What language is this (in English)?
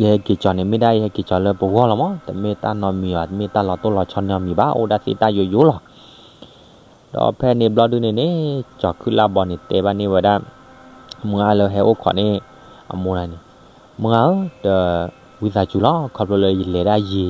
S'gaw Karen